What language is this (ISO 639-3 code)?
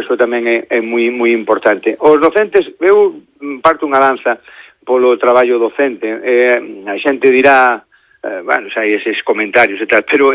glg